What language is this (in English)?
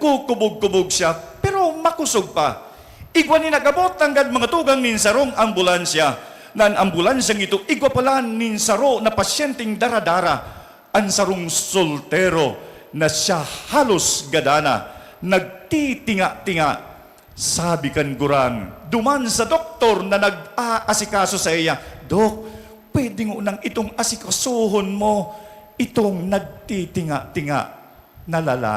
Bikol